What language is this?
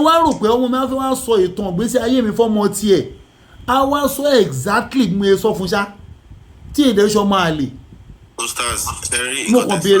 Yoruba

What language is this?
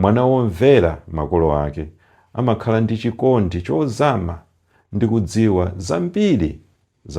Nyanja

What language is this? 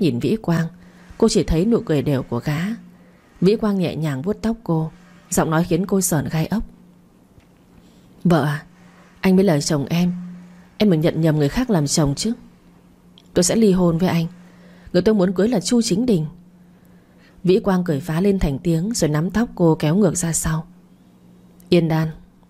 Vietnamese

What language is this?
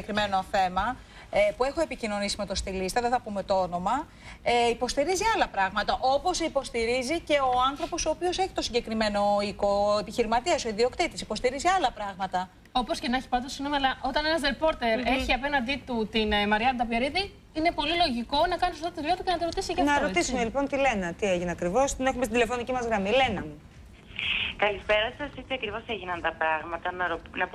Greek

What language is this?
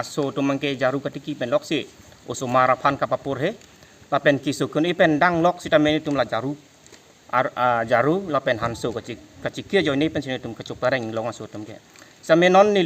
Karbi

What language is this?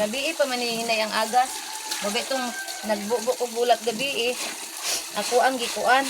Cebuano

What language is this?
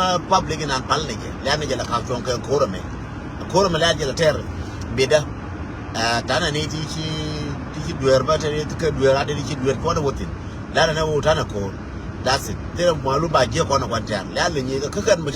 Nuer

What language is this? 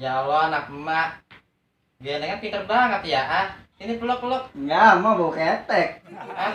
Betawi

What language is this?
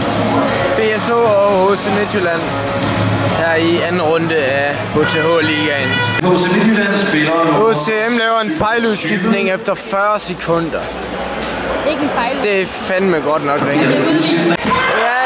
Danish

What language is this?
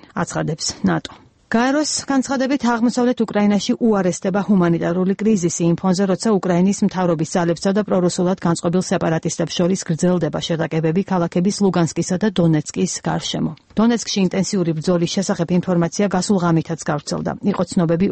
Georgian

